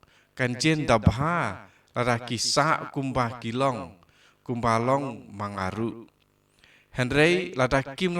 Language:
Khasi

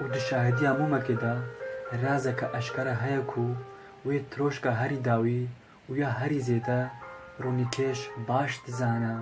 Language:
Kurdish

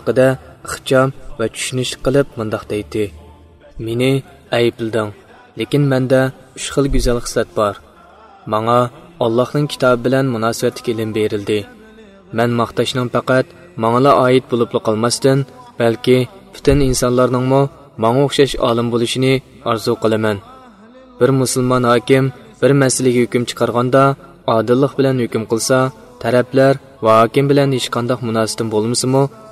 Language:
Uyghur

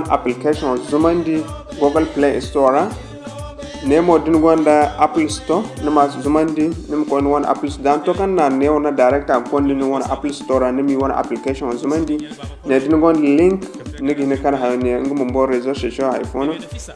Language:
Zarma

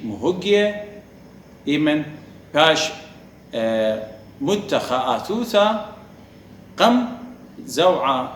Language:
Assyrian Neo-Aramaic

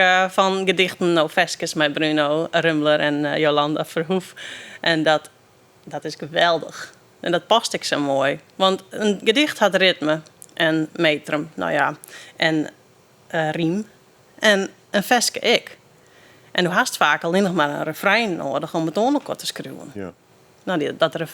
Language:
Western Frisian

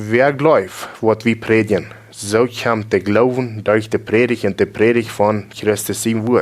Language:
Plautdietsch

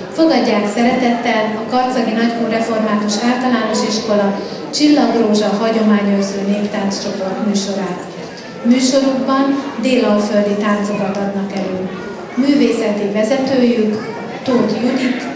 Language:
Hungarian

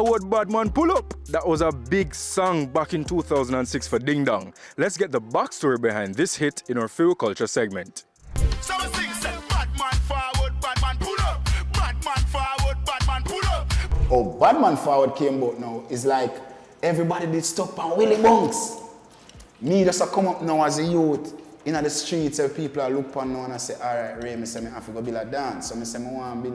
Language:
Jamaican Creole English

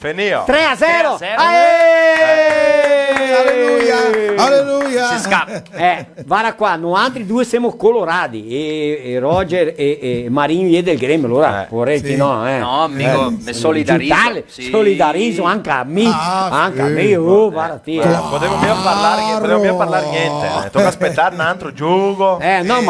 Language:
Venetian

